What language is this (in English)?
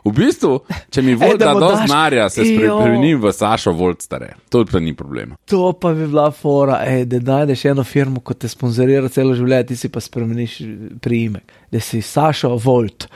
Slovenian